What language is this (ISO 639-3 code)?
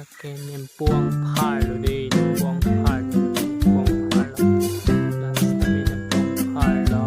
mjw